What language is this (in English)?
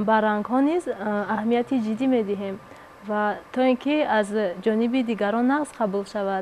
Tajik